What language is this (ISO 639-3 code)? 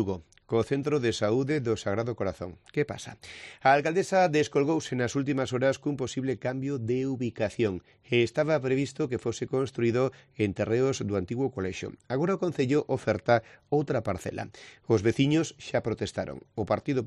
glg